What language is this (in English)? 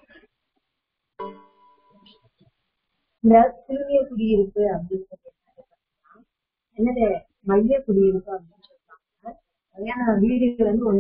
Tamil